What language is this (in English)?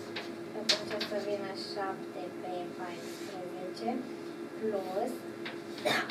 Romanian